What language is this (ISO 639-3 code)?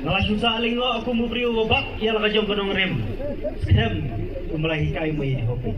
kha